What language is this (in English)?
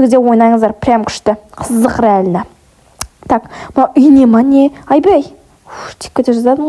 Kazakh